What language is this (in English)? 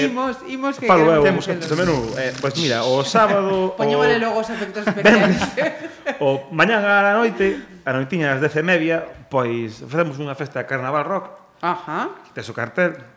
Galician